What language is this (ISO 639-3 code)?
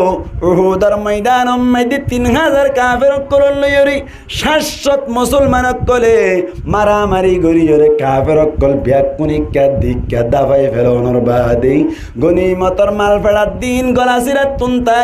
rhg